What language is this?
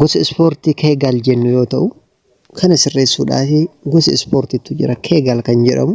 Oromo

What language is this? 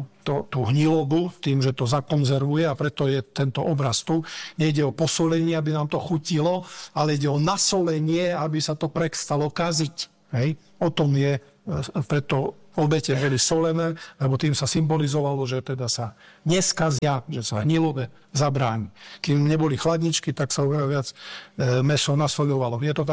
Slovak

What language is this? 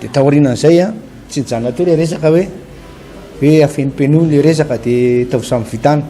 Malagasy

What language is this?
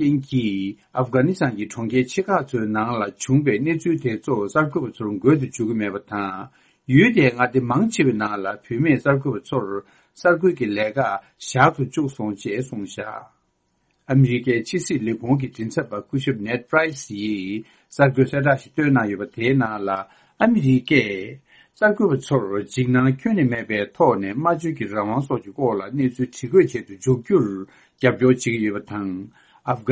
Tibetan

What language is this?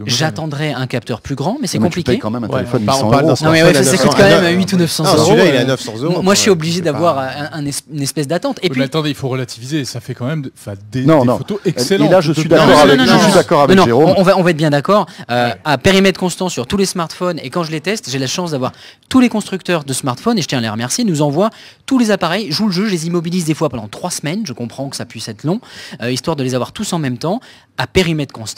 French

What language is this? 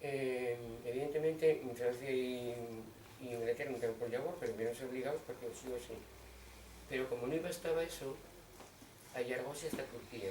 Asturian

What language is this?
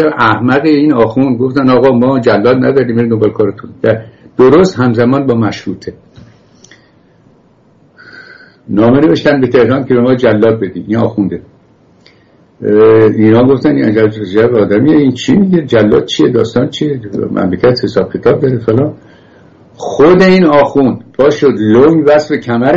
Persian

